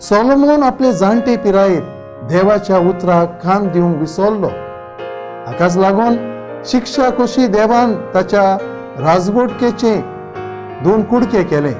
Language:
Konkani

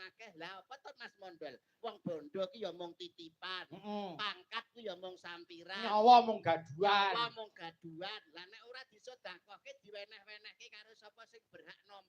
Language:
Javanese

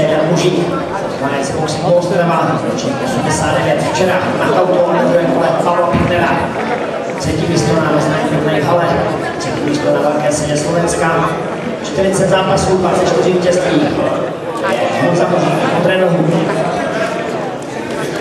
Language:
Czech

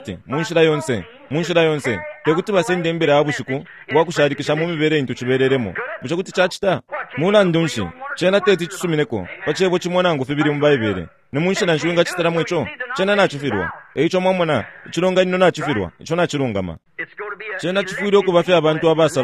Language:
Bemba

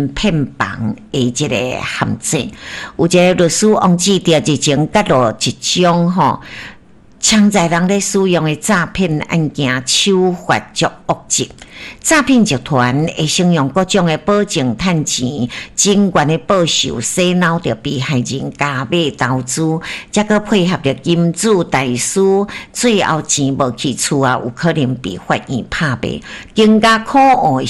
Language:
Min Nan Chinese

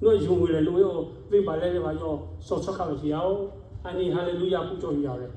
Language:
Lahu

